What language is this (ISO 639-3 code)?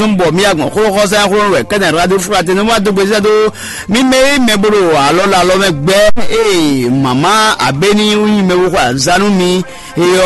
fon